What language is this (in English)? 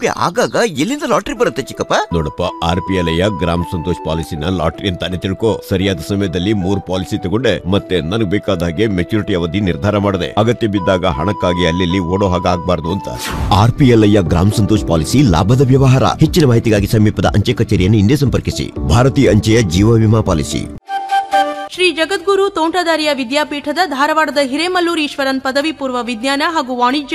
Kannada